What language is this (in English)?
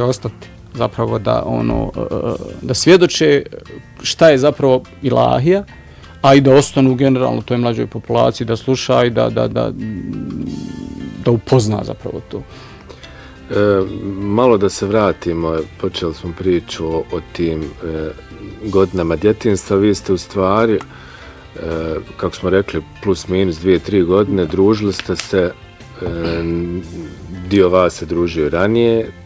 Bosnian